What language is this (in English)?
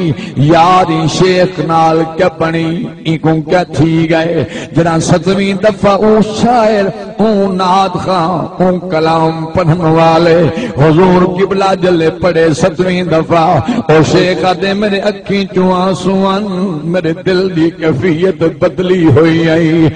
Saraiki